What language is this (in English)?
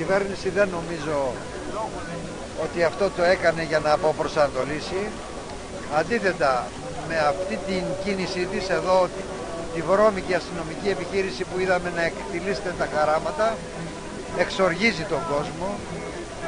Greek